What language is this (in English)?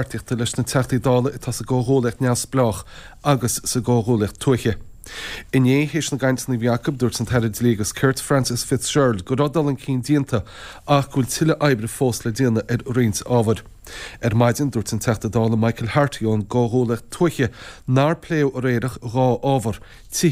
Irish